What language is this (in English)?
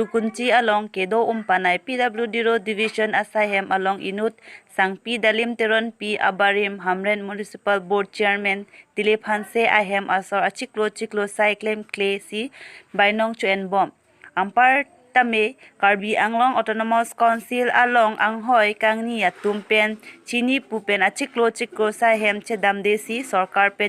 Karbi